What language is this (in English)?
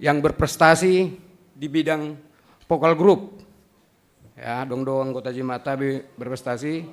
Batak Simalungun